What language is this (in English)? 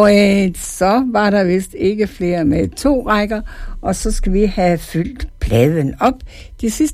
Danish